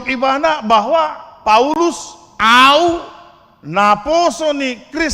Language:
Batak Toba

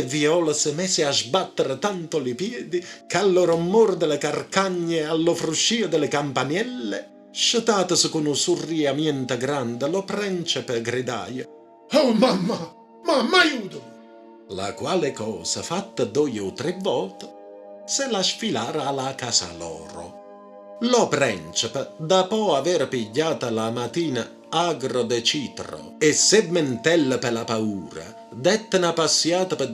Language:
Neapolitan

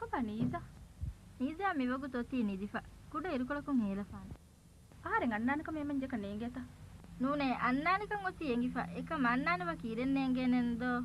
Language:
Divehi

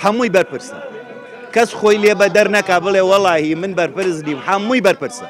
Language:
Central Kurdish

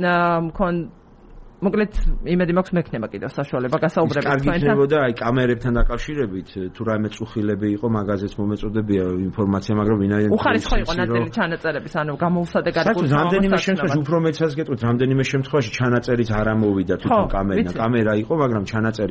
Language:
Georgian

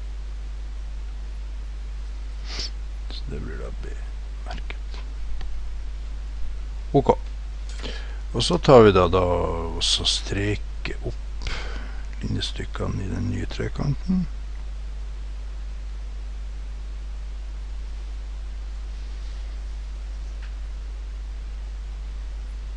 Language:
Norwegian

